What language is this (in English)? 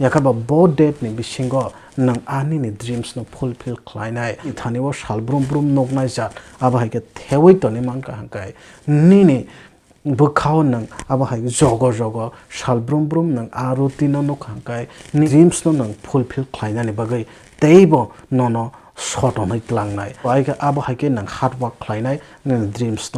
Kok Borok